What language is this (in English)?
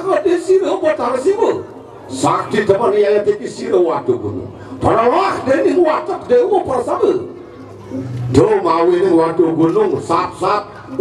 Balinese